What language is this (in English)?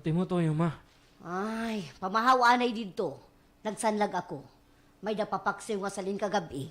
Waray